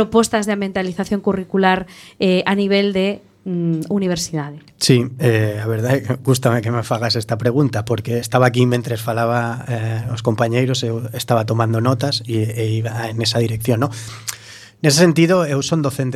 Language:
Galician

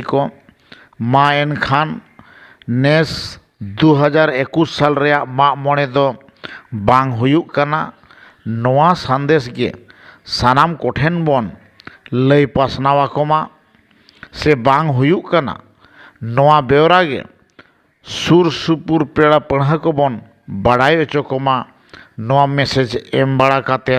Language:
Santali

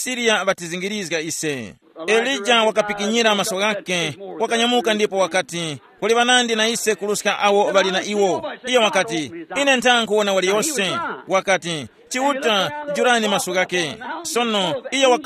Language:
Tumbuka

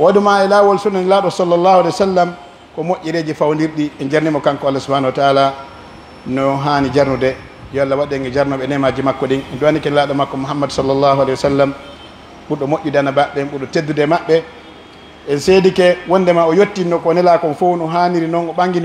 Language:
Pular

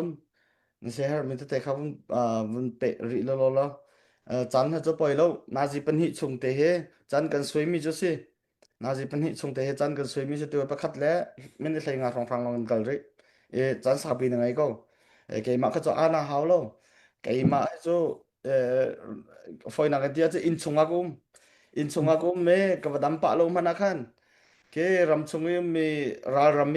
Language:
Hakha Chin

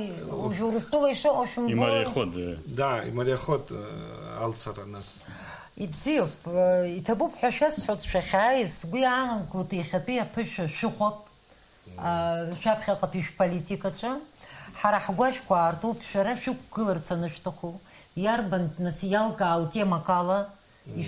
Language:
Abkhazian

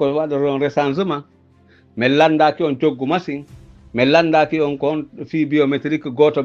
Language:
Pular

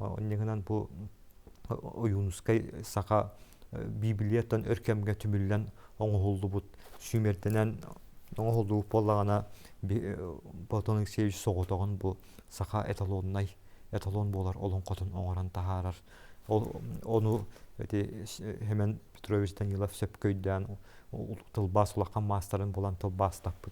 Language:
Yakut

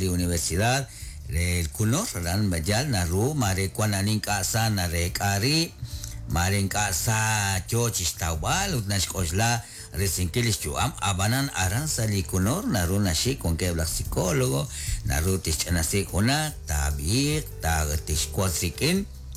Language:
Kekchí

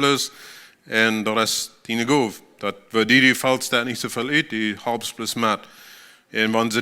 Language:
Plautdietsch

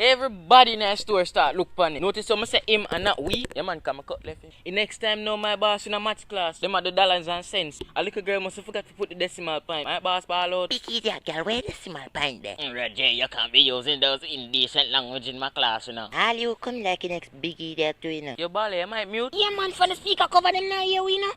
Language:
Jamaican Creole English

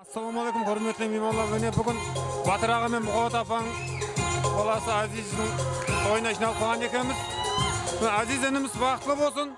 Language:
Kara-Kalpak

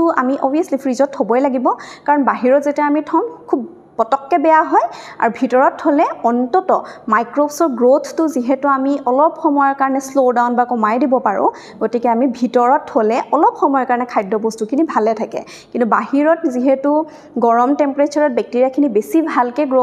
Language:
Assamese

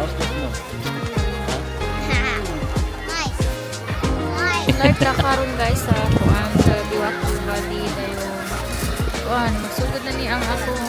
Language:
Cebuano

